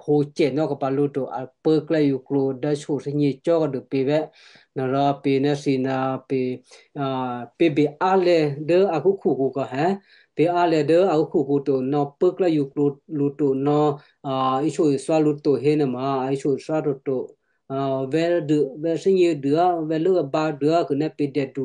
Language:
Western Kayah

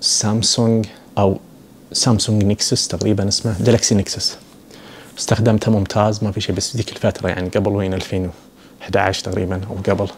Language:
Najdi Arabic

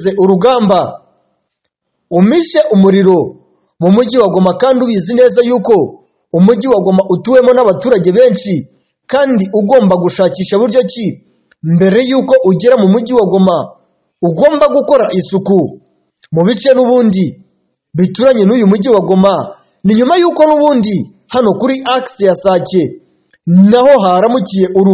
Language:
Kinyarwanda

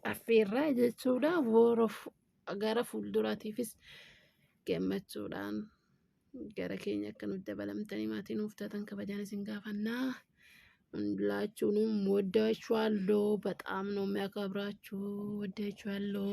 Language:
Oromo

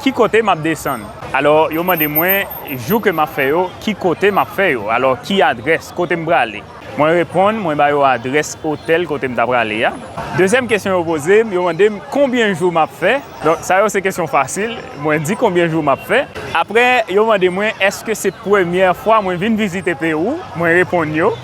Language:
Haitian Creole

